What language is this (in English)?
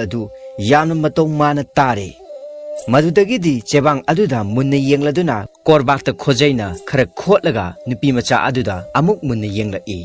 Manipuri